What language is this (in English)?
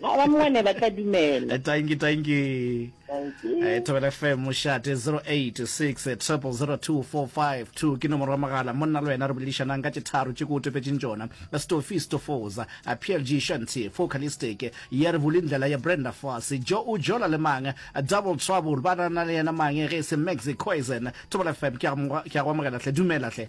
Northern Sotho